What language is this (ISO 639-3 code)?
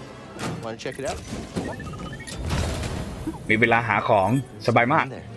tha